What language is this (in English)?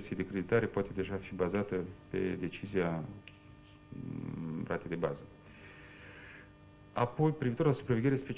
Romanian